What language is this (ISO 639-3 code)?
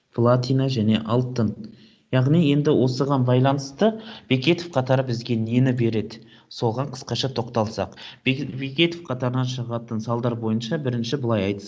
kaz